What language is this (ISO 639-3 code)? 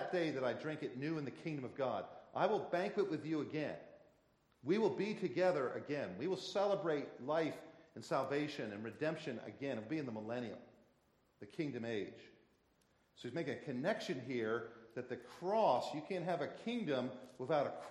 eng